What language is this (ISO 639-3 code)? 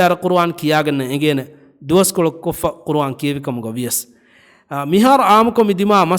div